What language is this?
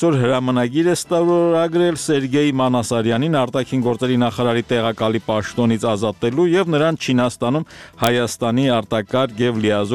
Armenian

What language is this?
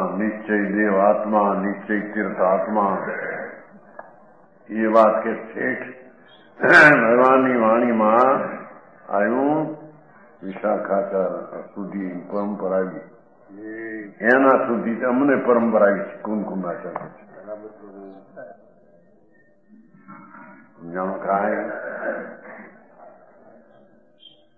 Gujarati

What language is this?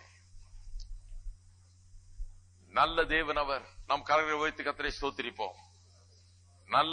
Tamil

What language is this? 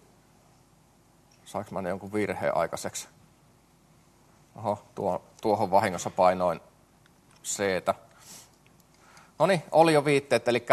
Finnish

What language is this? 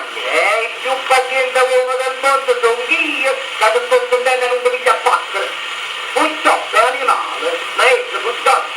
Neapolitan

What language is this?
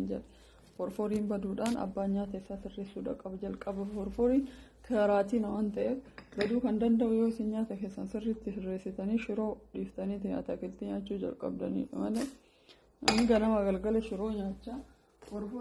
Oromo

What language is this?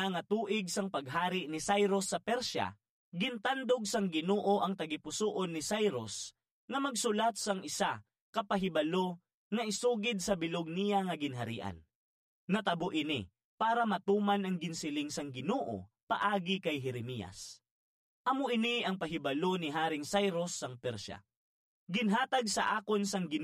Hiligaynon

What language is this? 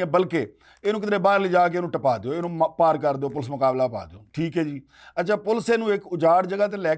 Western Panjabi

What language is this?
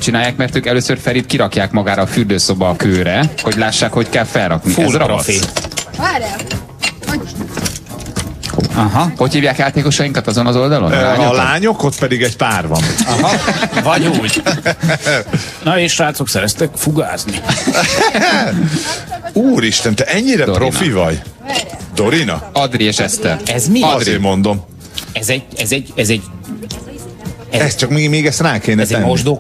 Hungarian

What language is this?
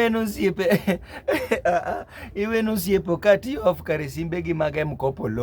Luo (Kenya and Tanzania)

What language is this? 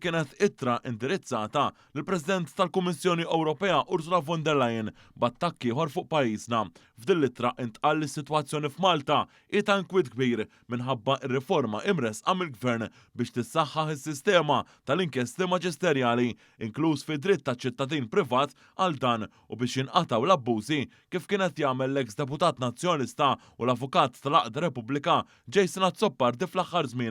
Maltese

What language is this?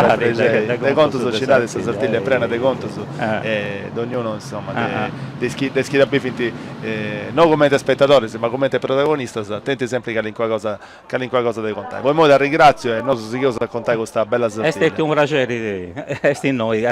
Sardinian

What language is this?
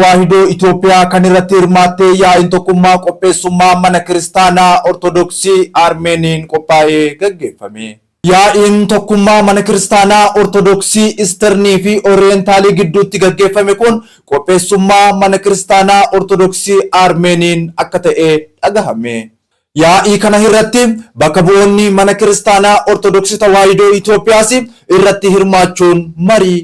Oromo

